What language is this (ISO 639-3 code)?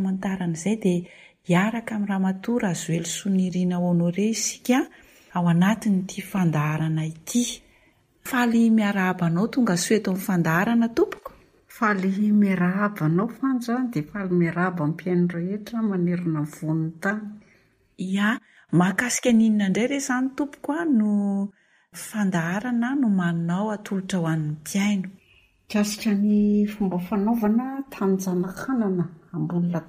mlg